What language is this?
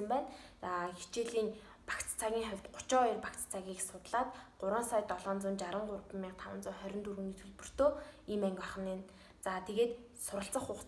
Mongolian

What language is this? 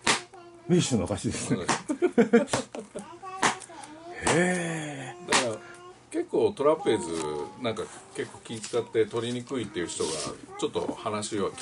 Japanese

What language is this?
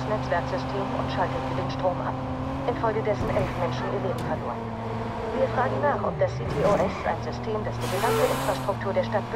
Bavarian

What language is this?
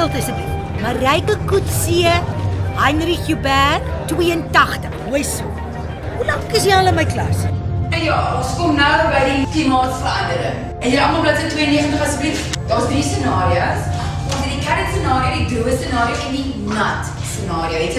Afrikaans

